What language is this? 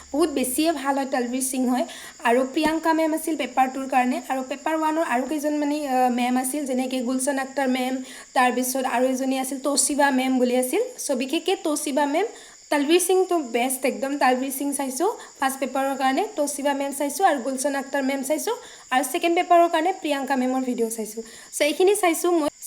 Assamese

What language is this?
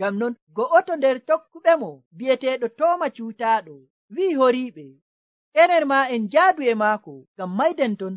Nigerian Fulfulde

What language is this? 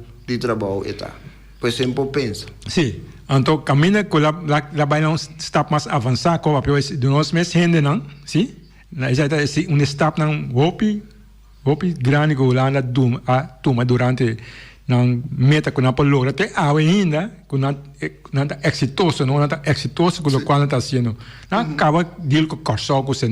Papiamento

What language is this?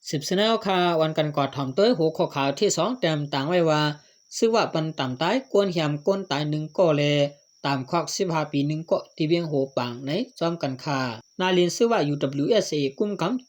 Shan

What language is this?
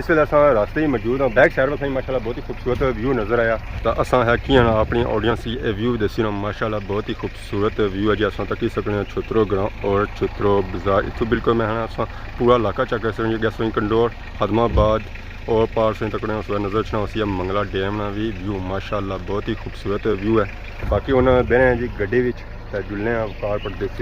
Pahari-Potwari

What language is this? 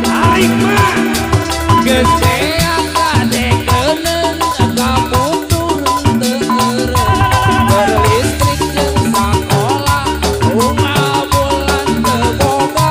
Sundanese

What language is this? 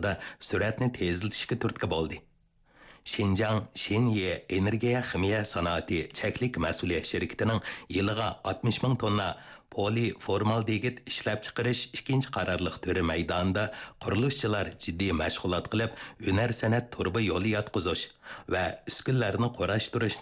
Uyghur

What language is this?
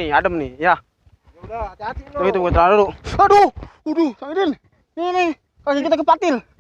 Betawi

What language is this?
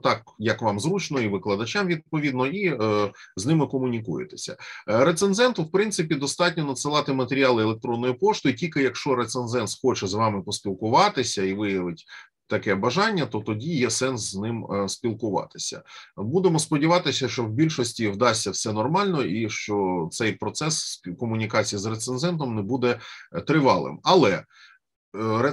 Ukrainian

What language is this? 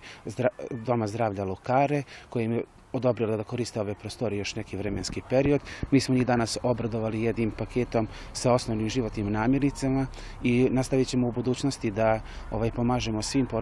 Croatian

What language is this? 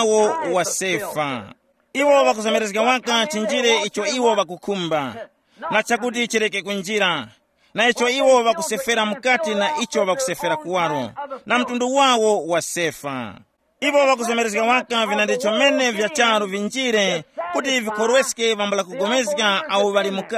Tumbuka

